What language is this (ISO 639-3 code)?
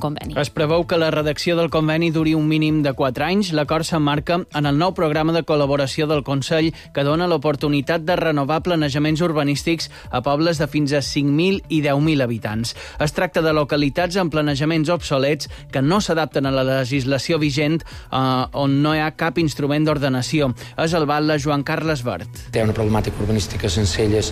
cat